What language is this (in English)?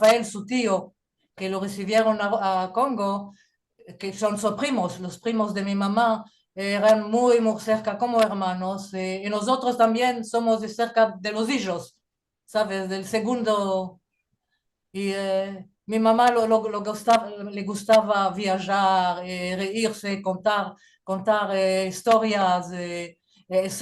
Ladino